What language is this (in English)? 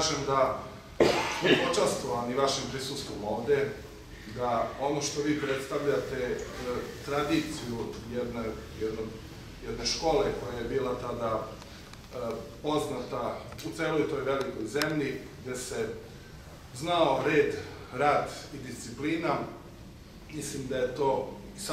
Serbian